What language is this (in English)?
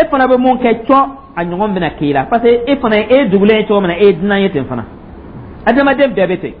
Dyula